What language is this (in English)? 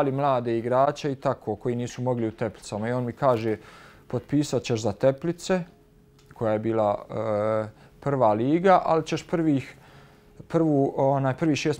Bosnian